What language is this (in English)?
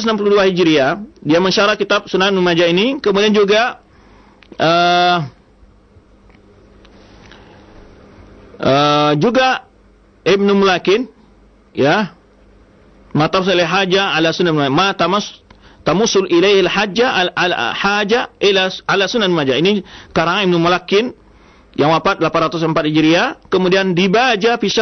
Indonesian